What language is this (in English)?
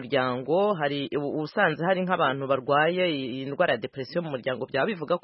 Kinyarwanda